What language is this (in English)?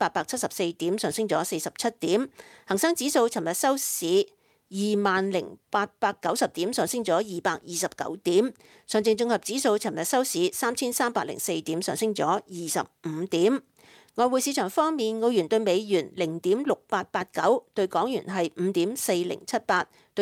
Cantonese